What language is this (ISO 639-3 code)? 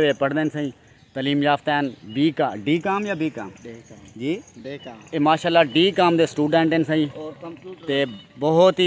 skr